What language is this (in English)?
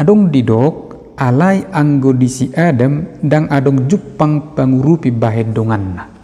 Batak Toba